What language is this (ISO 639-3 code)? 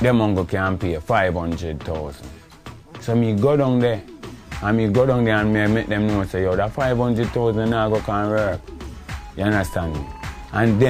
jam